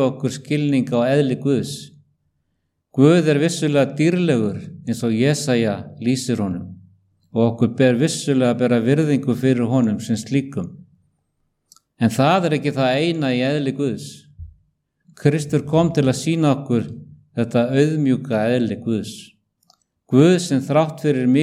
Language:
Icelandic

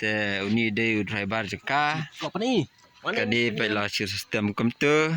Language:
Khasi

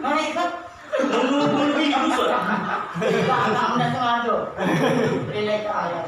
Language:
Musi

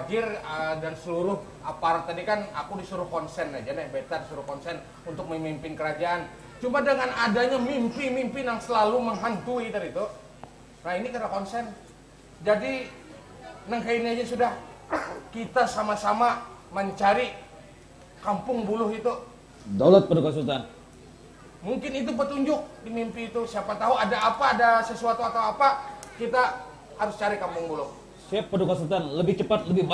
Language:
Banjar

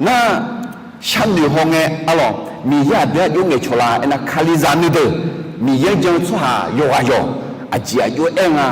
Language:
Akha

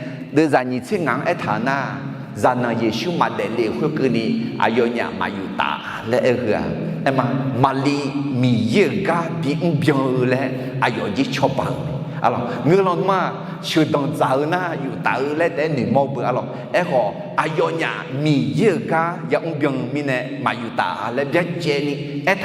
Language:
Akha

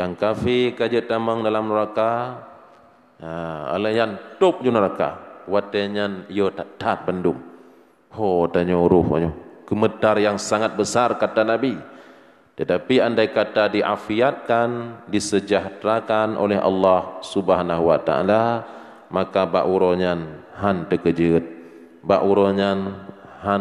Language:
Achinese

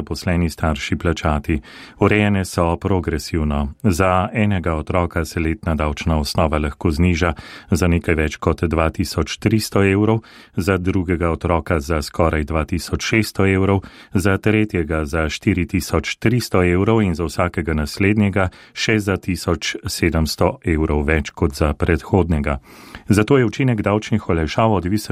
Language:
Slovenian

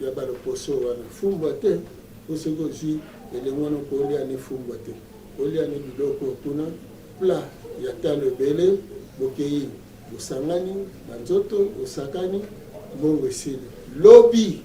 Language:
Lingala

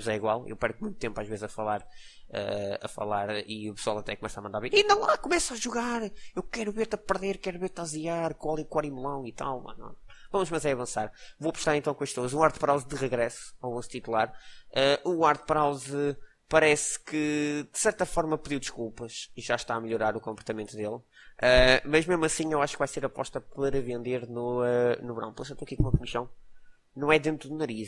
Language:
Portuguese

